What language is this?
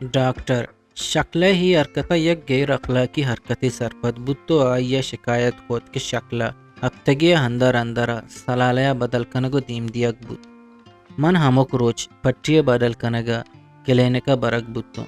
Eastern Balochi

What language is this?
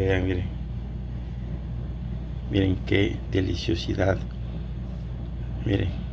Spanish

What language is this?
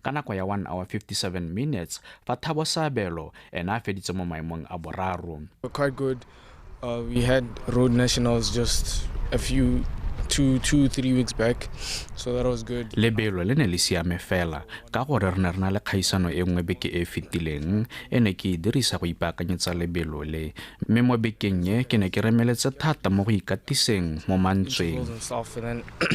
Tswana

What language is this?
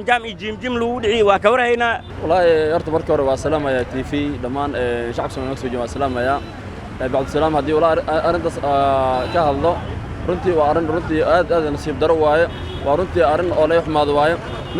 Somali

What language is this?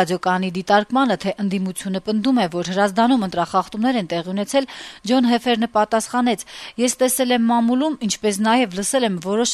Armenian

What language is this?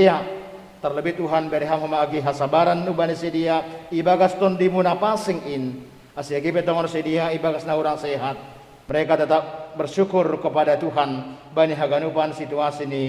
Batak Simalungun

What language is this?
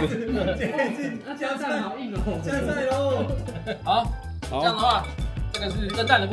Chinese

